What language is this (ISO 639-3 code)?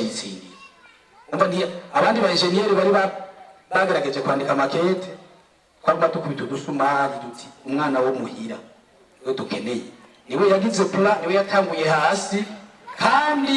run